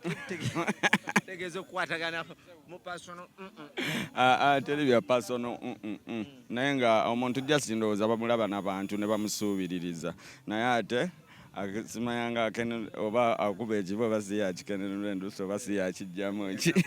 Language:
Ganda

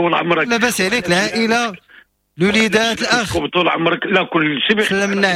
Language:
Moroccan Arabic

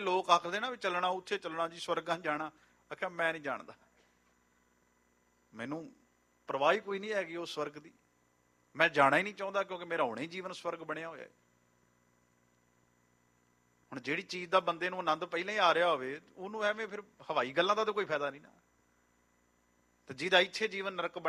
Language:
Punjabi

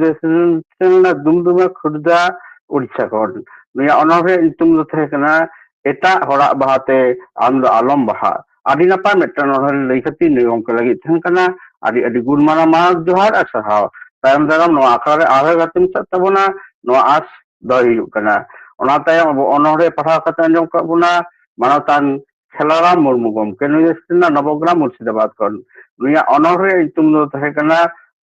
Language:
Santali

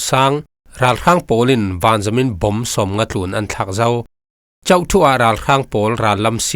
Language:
Falam Chin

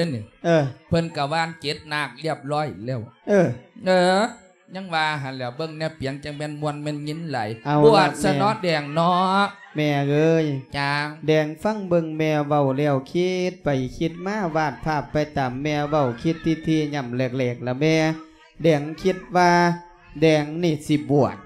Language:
Lao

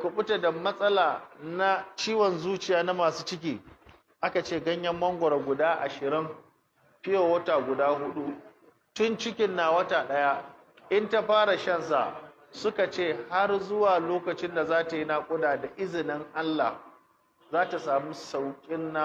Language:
Hausa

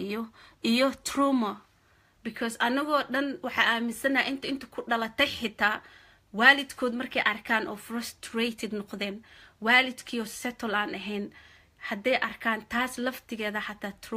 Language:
Somali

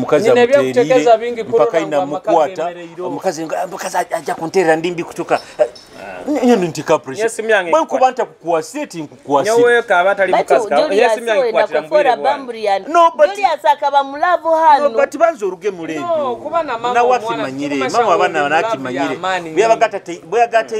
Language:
Nyoro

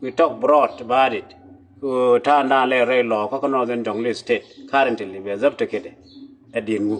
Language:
Nuer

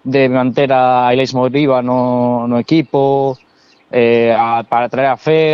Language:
Galician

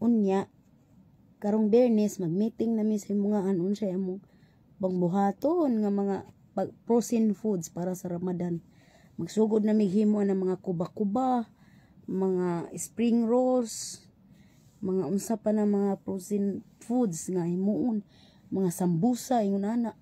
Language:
Cebuano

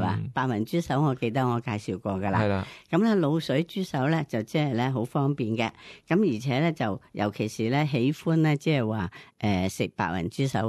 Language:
Cantonese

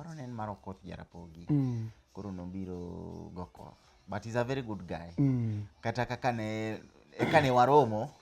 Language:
Luo (Kenya and Tanzania)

